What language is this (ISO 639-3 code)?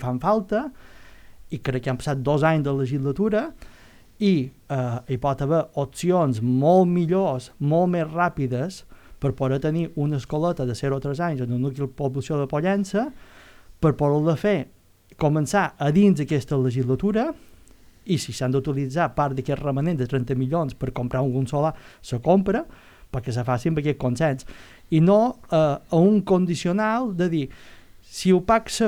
cat